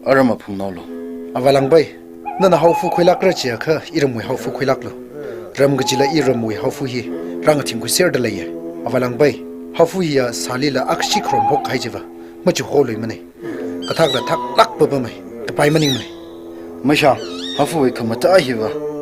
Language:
Tangkhul Naga (India)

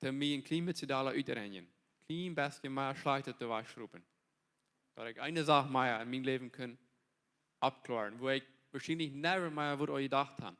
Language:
Plautdietsch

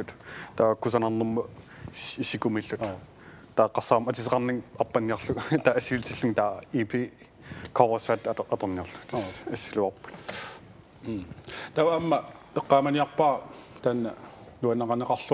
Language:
Kalaallisut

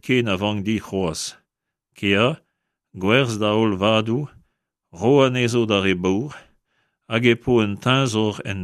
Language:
Breton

